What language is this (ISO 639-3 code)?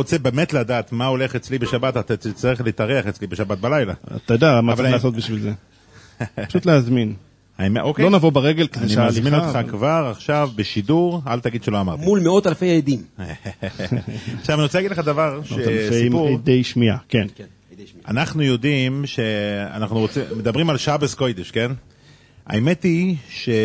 heb